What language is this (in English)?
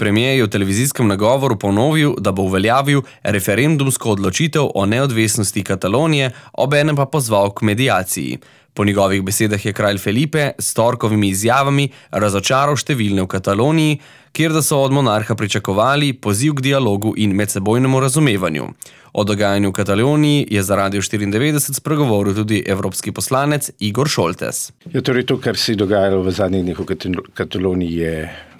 Slovenian